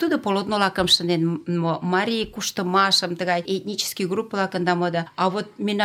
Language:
Mari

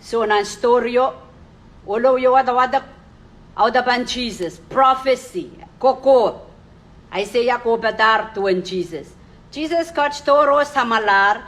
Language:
Pohnpeian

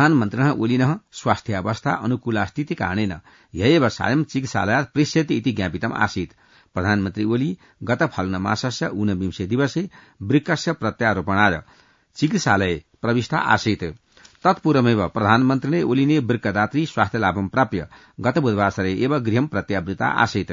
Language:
Sanskrit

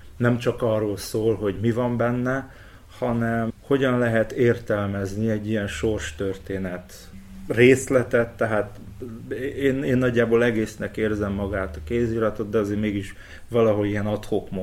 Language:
Hungarian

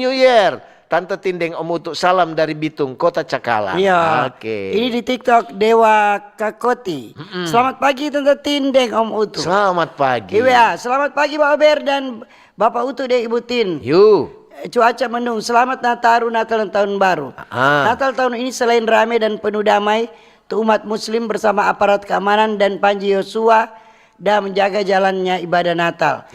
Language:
Manado Malay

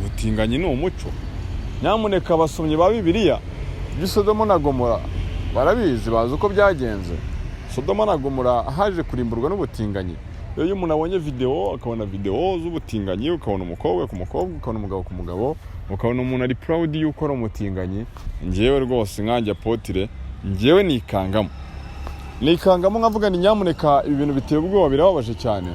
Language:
Kinyarwanda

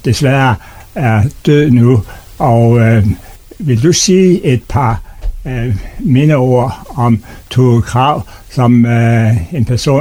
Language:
Danish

